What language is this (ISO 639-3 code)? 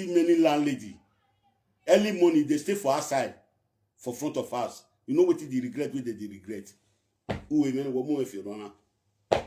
pcm